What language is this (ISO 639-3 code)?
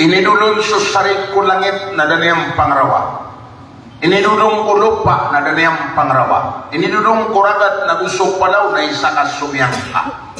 mrw